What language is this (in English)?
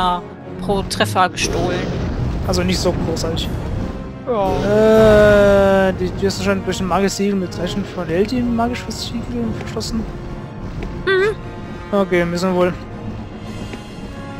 German